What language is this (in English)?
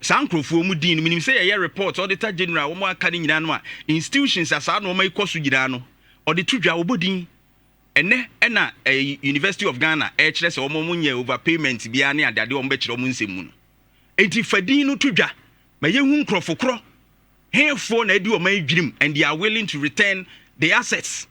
Akan